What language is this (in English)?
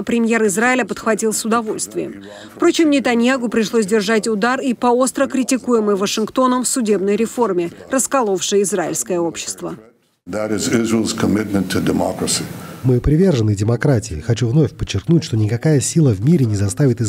Russian